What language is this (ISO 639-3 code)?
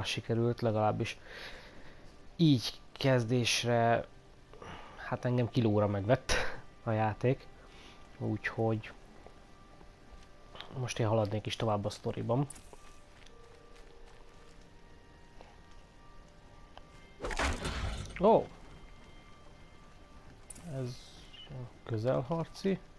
hun